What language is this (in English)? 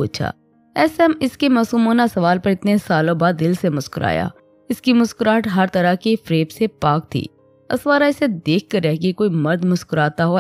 Urdu